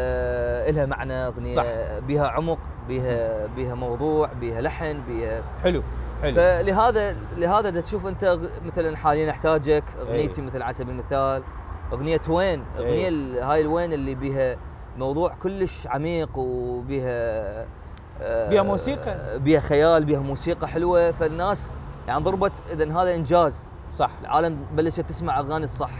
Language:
Mesopotamian Arabic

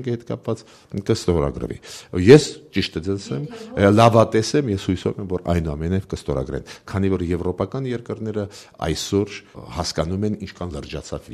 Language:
Armenian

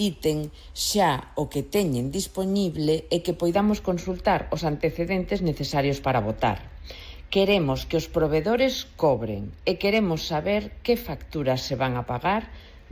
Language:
Galician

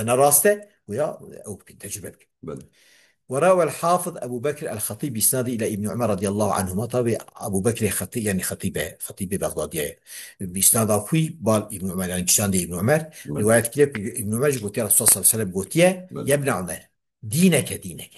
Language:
Kurdish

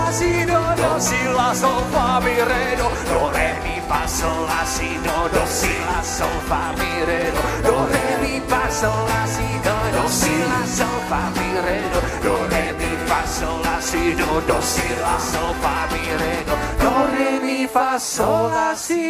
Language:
Czech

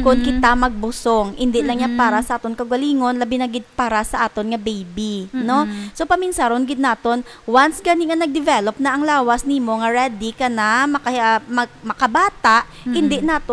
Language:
Hiligaynon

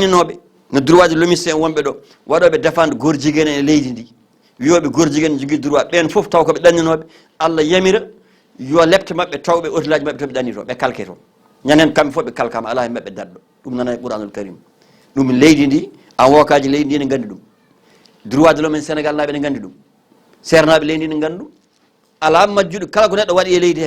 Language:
Fula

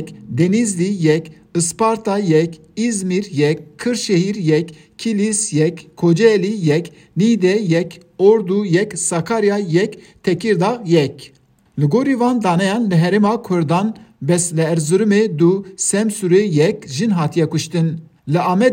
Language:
Kurdish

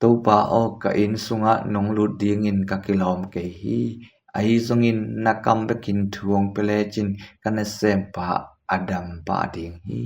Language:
Tedim Chin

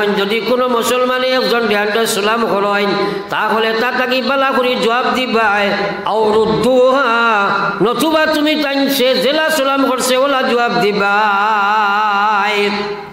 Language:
Sylheti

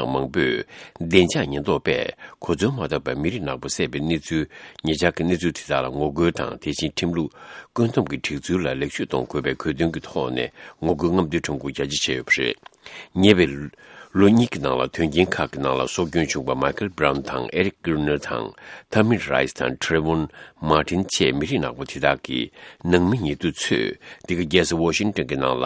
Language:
Tibetan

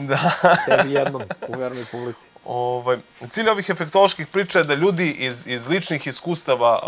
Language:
Serbian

